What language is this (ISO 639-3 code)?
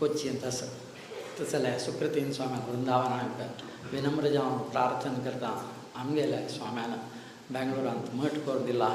kok